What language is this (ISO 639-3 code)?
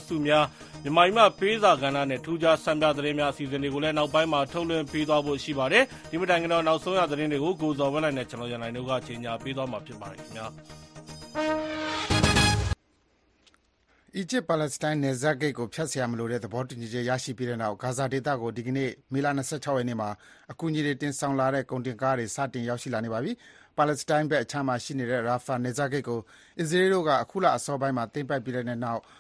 mya